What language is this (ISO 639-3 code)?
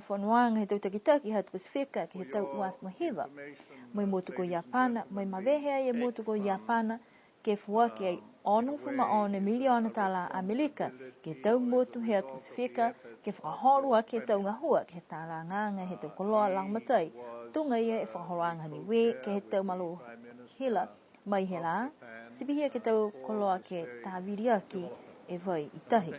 niu